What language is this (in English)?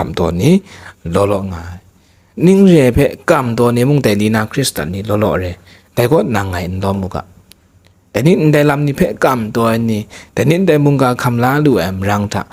Kachin